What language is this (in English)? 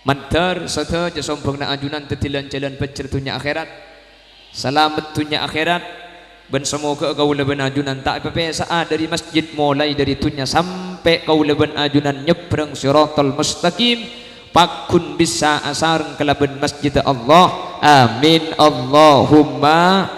Madurese